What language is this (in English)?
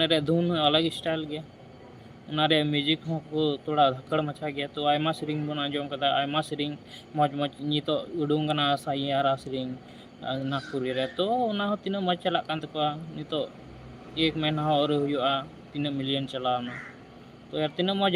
Santali